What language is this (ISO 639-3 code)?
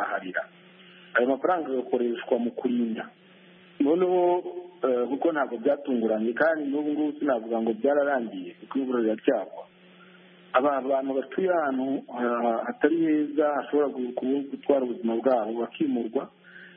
kin